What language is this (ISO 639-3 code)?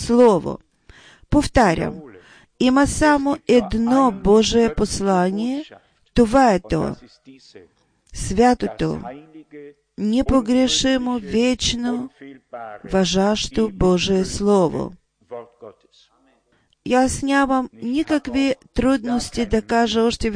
bul